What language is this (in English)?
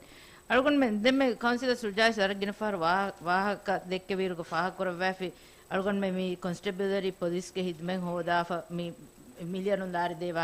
Divehi